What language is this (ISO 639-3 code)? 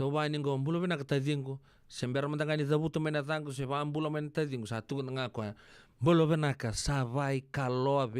fij